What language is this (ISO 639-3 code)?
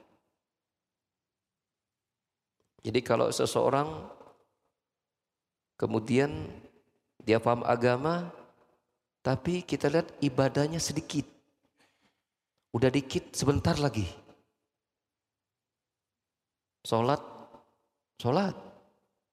ind